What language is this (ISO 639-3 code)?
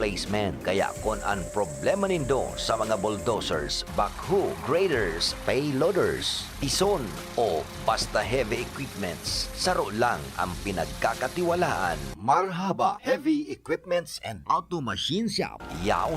bik